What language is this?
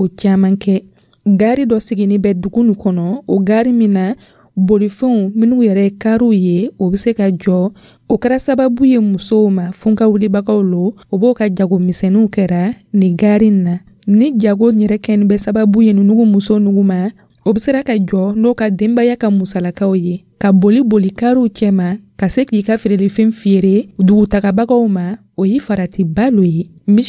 Dyula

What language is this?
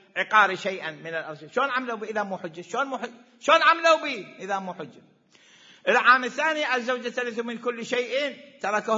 Mesopotamian Arabic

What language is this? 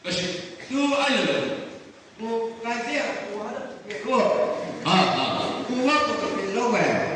Chang Naga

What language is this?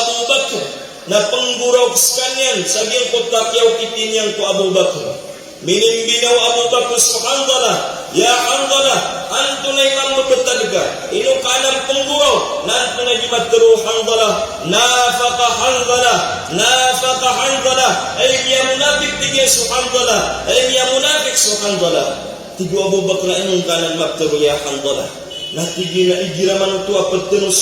Maranao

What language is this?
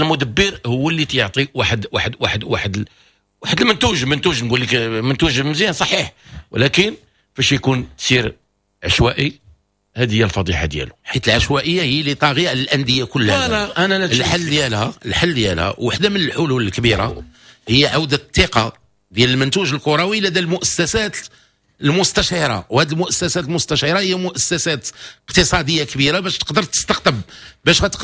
Moroccan Arabic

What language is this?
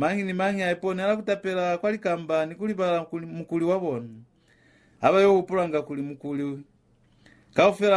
Lozi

